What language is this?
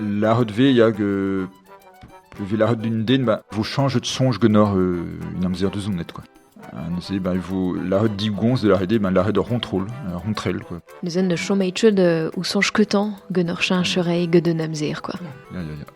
Breton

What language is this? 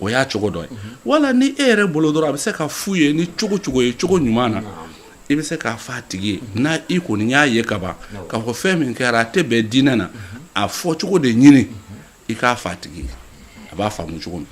Bambara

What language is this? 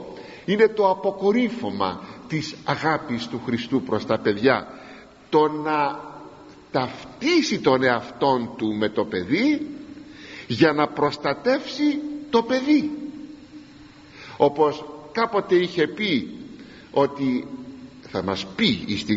Greek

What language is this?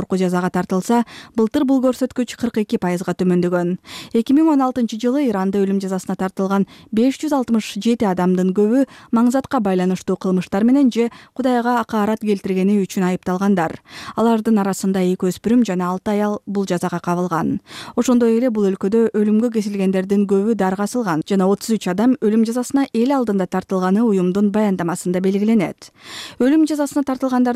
Kyrgyz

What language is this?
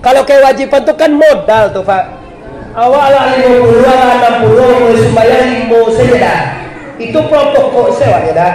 Minangkabau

